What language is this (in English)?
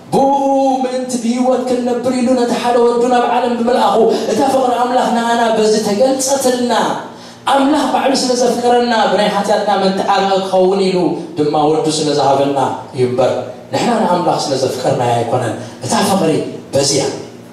Tigrinya